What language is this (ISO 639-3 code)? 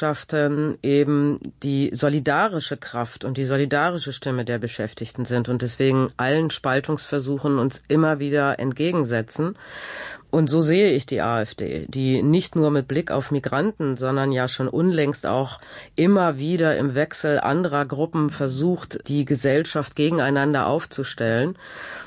deu